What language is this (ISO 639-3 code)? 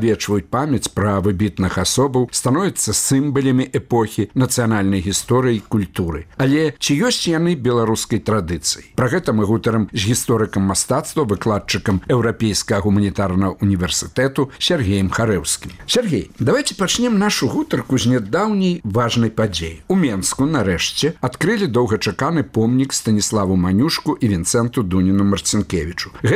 bel